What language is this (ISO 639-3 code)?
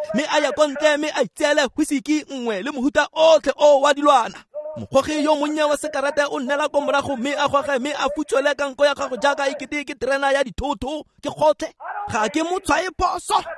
tsn